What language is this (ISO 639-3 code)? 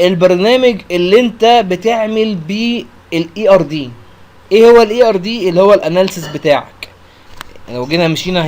arz